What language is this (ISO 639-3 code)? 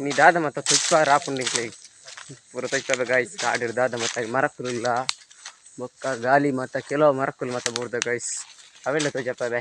tcy